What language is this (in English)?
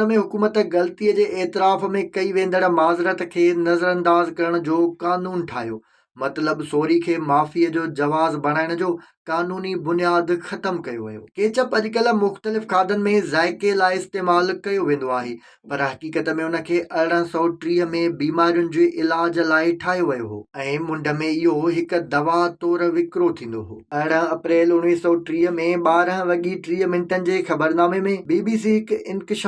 Sindhi